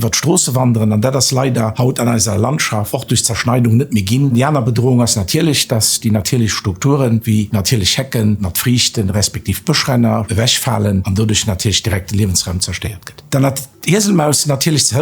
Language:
Luxembourgish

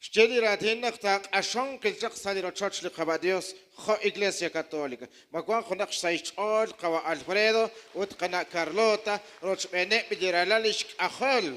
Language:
Kekchí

